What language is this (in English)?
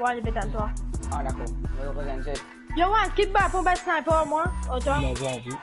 Morisyen